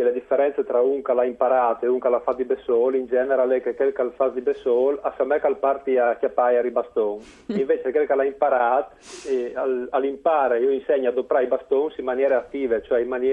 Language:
Friulian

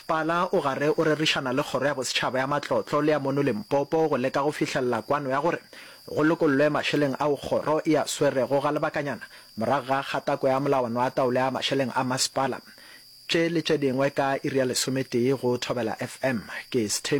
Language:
Northern Sotho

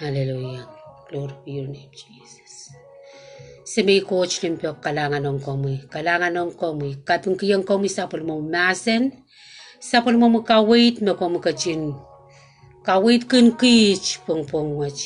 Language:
Pohnpeian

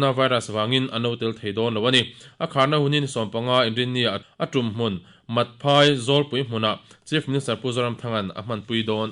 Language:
Mizo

